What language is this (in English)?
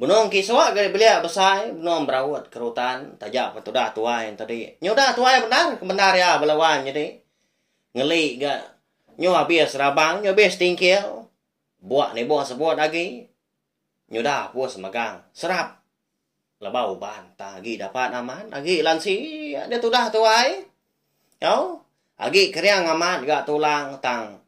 Iban